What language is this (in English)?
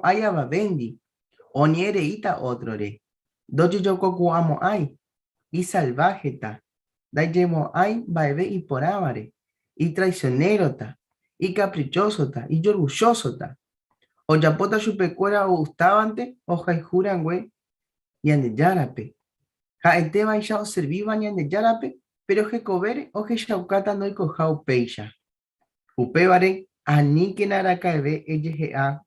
Guarani